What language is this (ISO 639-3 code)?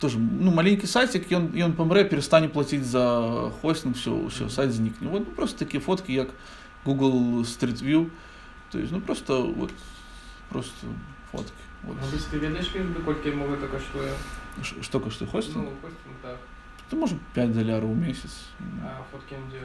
bel